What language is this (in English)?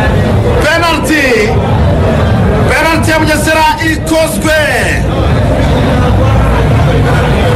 Kinyarwanda